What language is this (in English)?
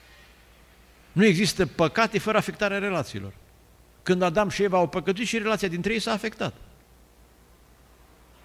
Romanian